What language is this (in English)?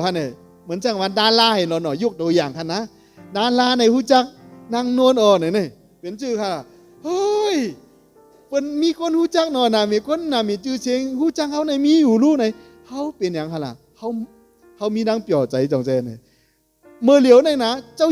Shan